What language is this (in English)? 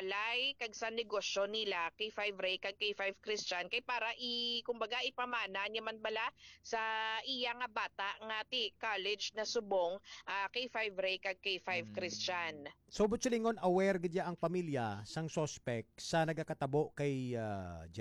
Hiligaynon